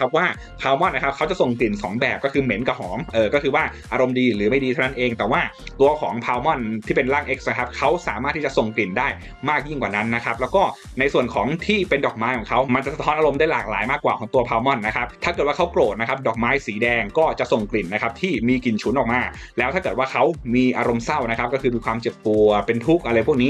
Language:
Thai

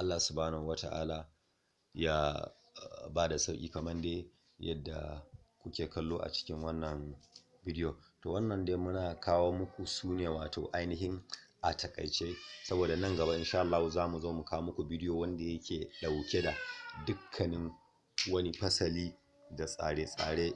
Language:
Hausa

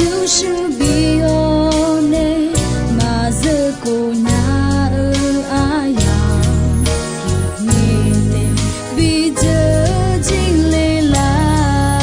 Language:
Akha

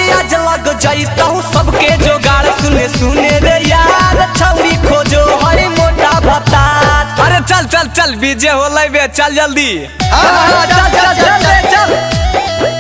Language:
Magahi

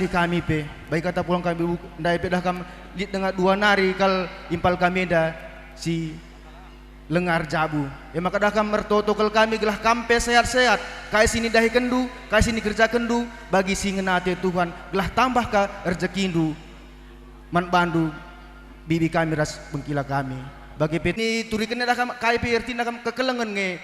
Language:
Batak Karo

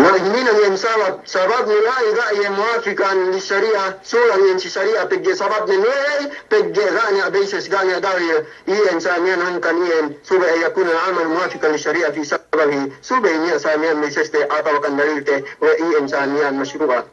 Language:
Yakan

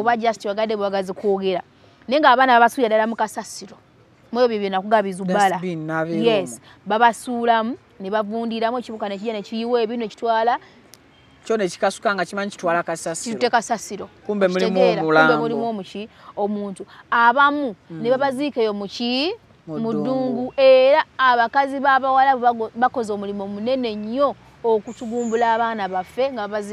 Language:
Ganda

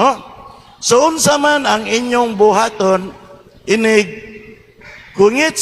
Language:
Cebuano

